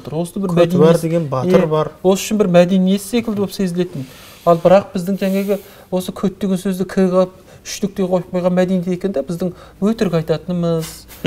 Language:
Kazakh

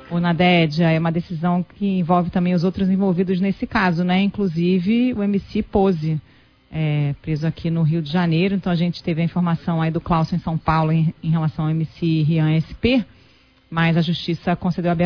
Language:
Portuguese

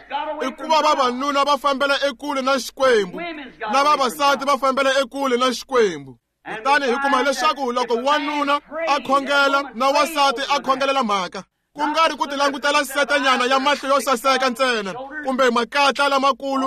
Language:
Tsonga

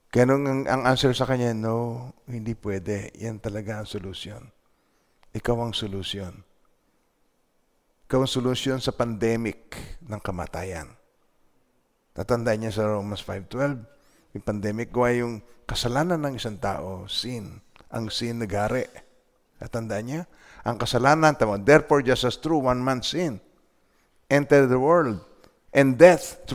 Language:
Filipino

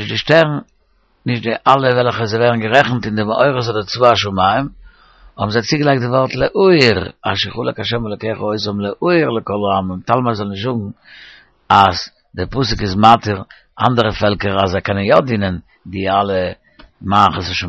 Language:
Yiddish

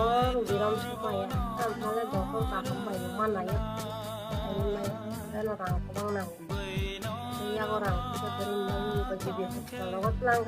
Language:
Kok Borok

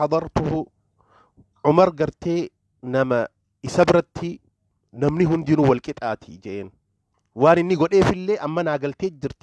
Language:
Oromo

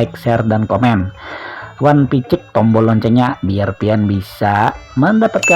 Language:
Banjar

